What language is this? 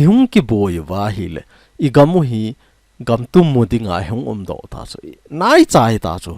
Thado Chin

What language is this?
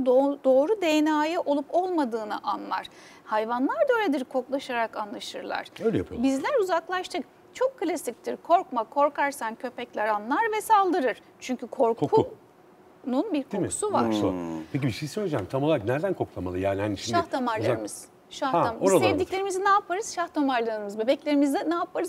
Turkish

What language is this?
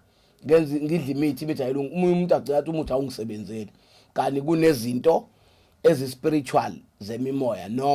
Zulu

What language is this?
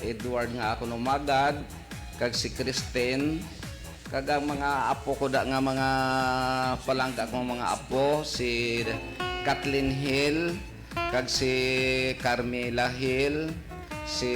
Hiligaynon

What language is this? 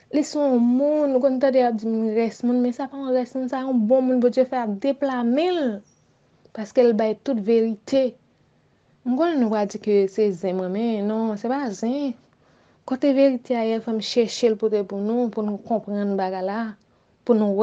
Haitian Creole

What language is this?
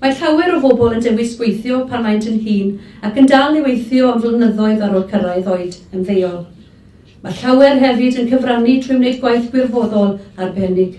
Welsh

